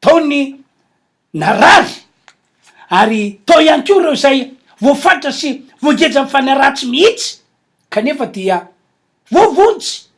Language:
Malagasy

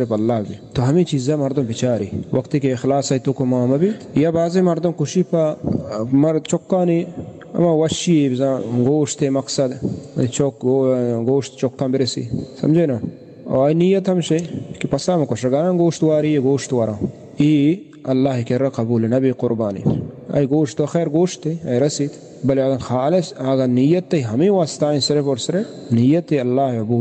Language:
Baluchi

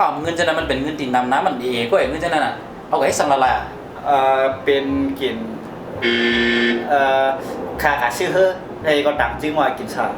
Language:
Shan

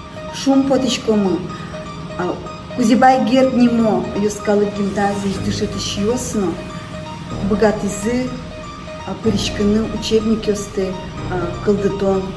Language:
Udmurt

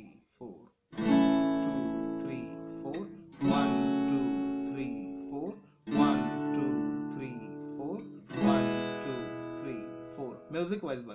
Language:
Marathi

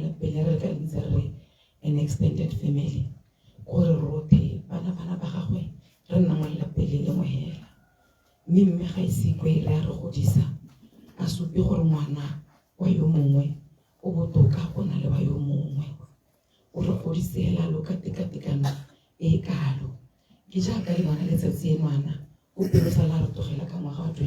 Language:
Tswana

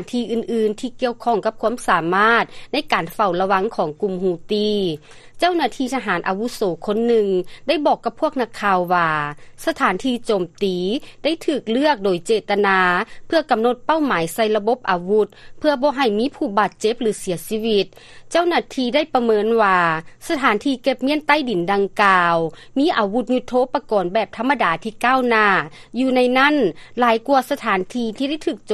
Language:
Lao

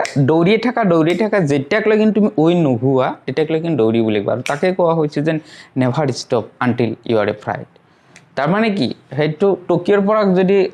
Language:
Assamese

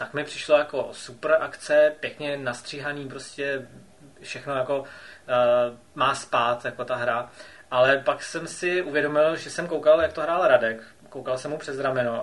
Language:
Czech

